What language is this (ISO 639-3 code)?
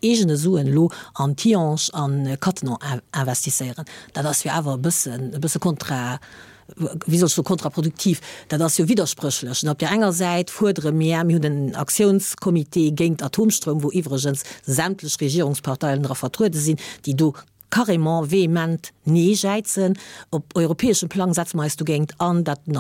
ltz